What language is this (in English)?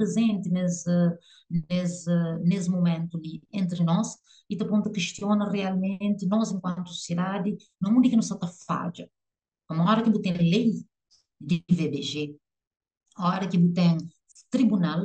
Kabuverdianu